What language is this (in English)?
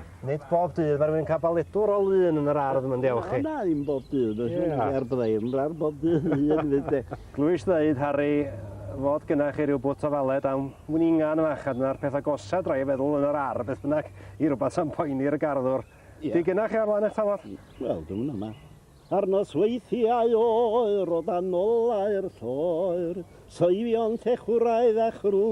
Welsh